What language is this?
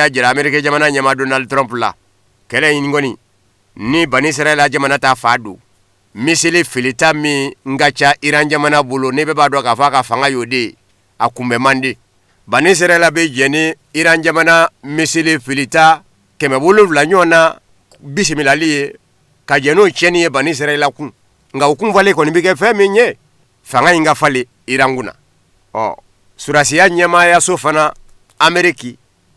Bambara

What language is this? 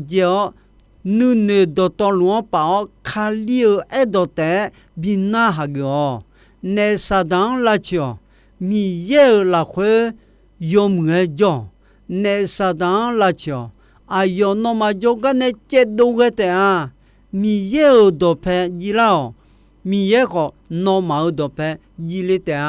Akha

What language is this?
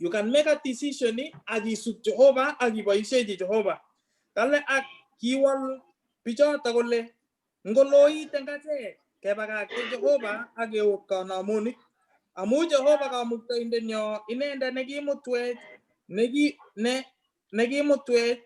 Kalenjin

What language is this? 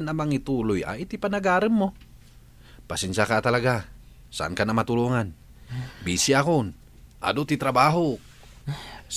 Iloko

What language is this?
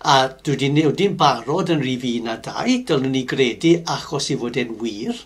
Welsh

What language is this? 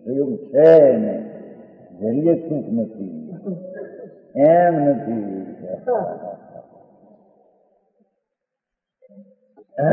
Gujarati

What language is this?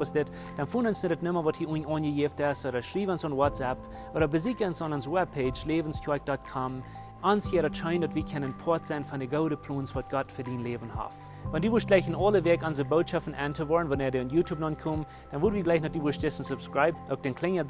Plautdietsch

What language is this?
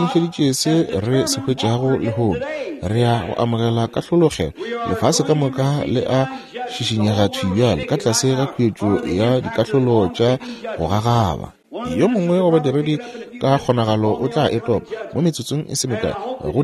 Northern Sotho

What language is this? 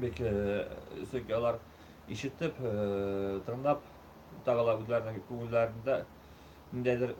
Bashkir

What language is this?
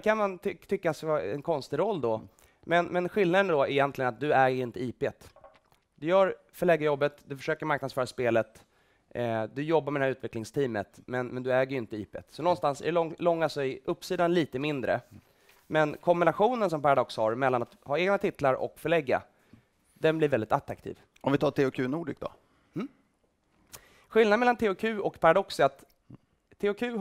Swedish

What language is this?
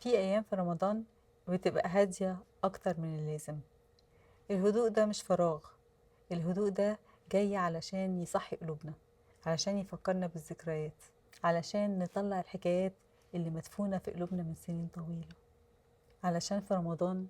Egyptian Arabic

